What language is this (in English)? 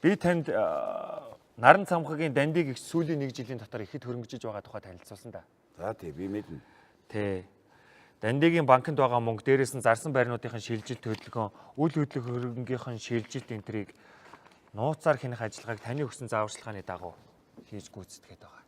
Mongolian